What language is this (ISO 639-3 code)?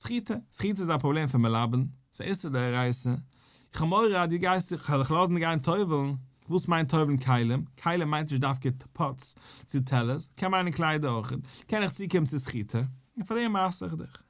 yid